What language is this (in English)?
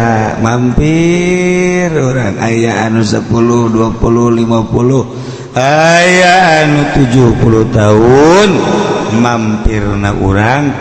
Sundanese